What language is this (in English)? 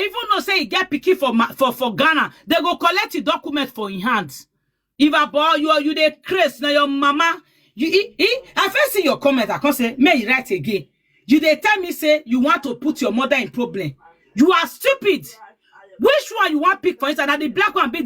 Nigerian Pidgin